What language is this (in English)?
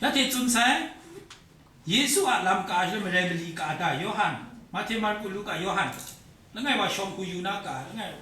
Kachin